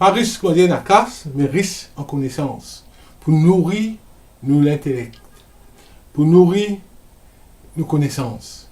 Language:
Morisyen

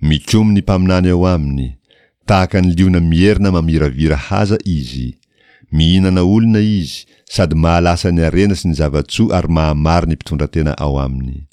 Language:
Malagasy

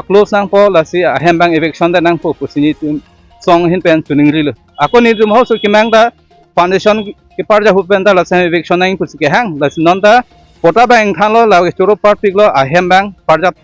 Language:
Karbi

